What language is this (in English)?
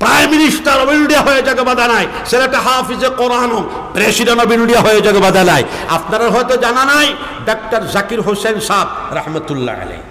Sylheti